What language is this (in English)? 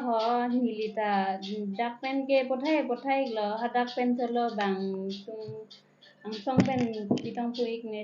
Karbi